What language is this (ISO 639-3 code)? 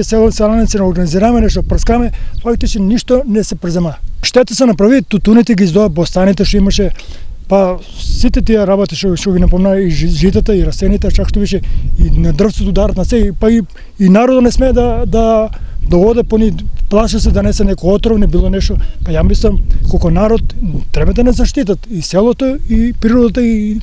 mkd